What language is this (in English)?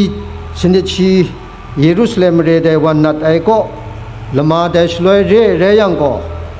Kachin